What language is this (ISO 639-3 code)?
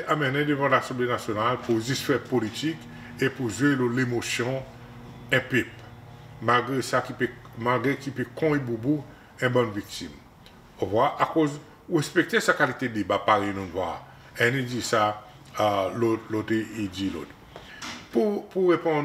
crs